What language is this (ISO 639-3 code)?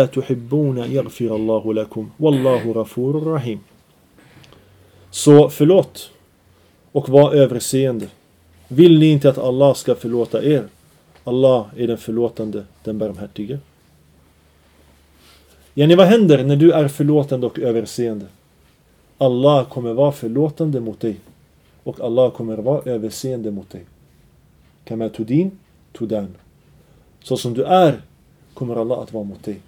swe